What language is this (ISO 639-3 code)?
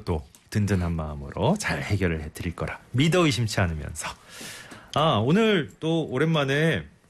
kor